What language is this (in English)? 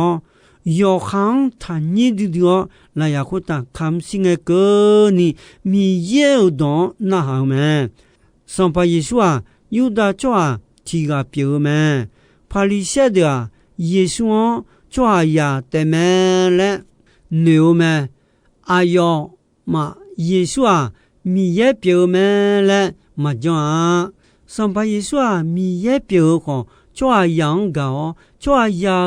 Akha